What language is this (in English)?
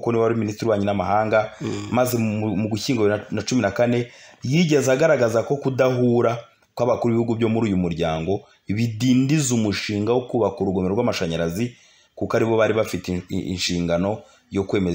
Kinyarwanda